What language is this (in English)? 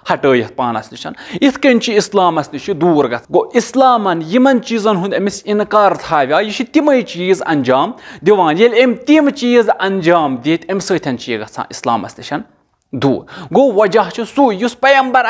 Kashmiri